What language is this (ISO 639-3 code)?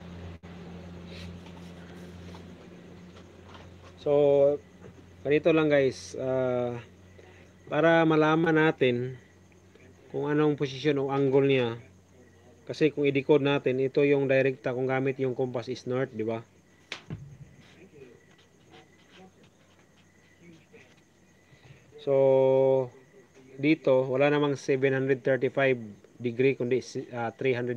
fil